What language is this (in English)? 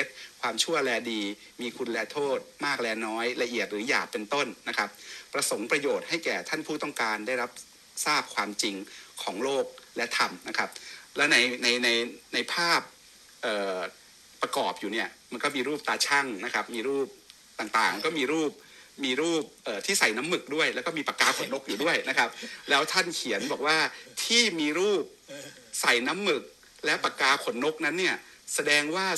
Thai